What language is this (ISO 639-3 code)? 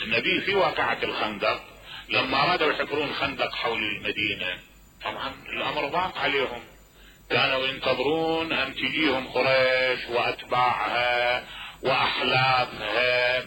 acm